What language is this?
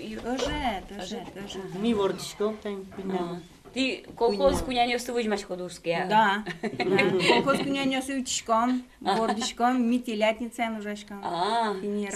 Udmurt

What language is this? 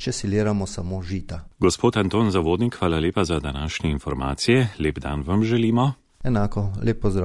Slovenian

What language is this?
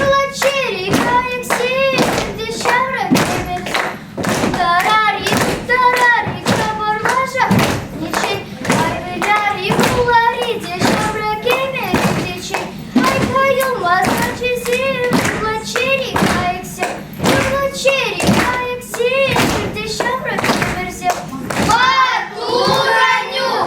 Chuvash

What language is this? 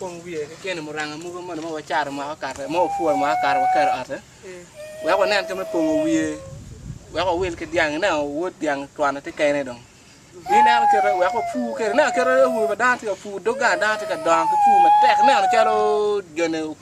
Acoli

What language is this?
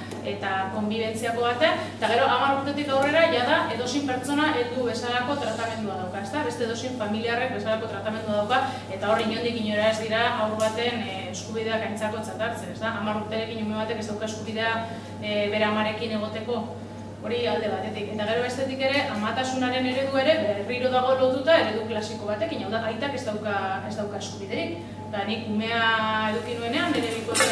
Basque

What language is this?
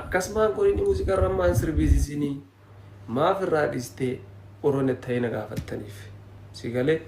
Oromo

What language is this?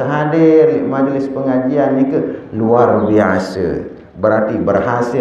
Sasak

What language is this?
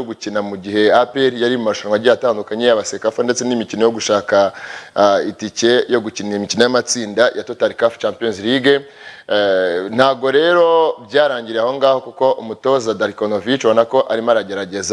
Kinyarwanda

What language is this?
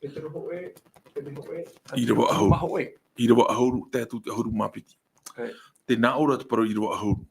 Tahitian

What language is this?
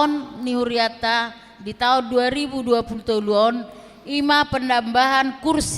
Batak Toba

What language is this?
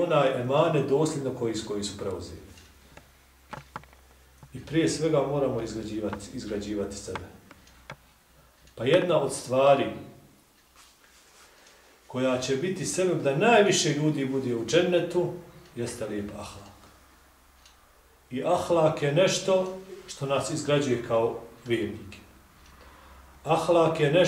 Bosnian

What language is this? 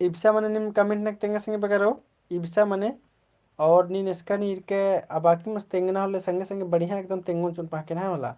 Kurukh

